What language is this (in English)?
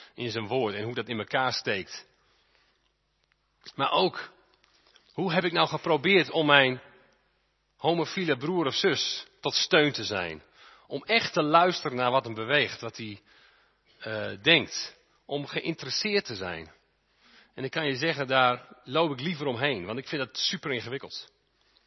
Dutch